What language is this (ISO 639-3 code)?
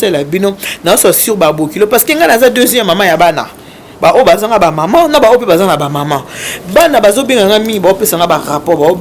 lin